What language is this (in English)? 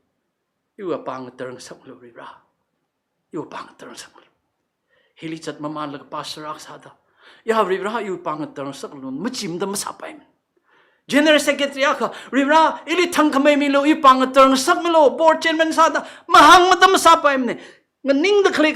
Tangkhul Naga (India)